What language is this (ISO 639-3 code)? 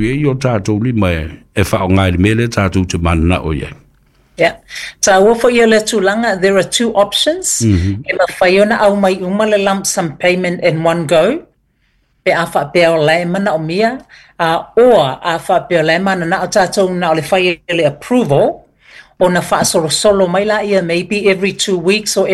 smo